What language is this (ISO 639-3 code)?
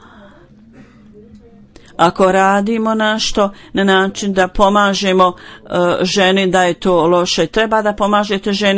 bos